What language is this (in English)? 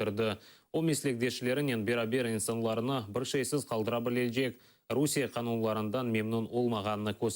Crimean Tatar